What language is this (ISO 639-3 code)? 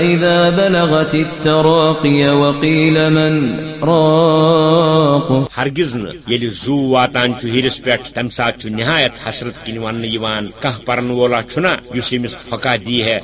kas